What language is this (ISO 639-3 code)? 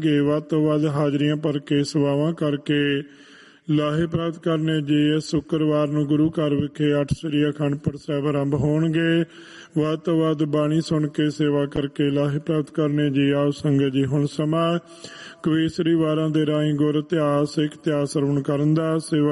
pan